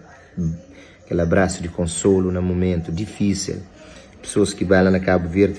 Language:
Kabuverdianu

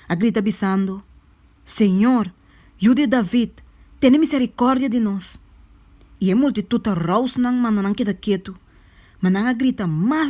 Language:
Papiamento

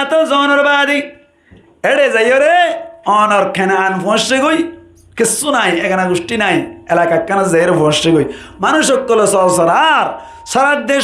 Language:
Rohingya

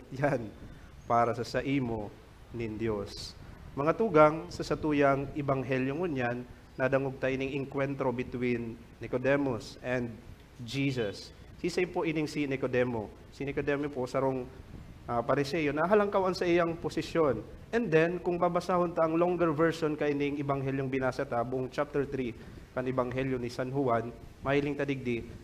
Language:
Bikol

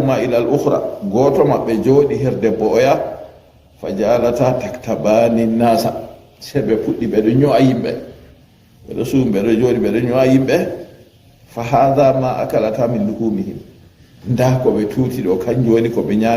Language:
Fula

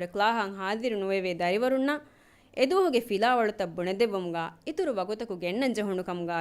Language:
Divehi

